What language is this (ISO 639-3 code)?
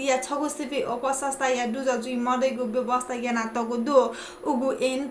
new